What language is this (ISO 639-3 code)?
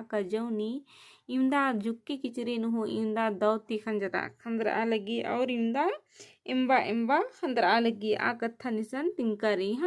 kru